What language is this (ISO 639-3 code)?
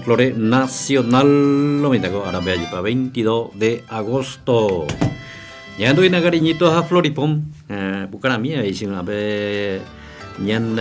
grn